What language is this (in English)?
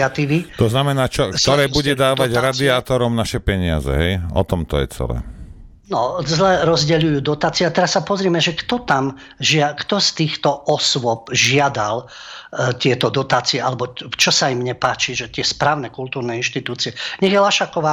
Slovak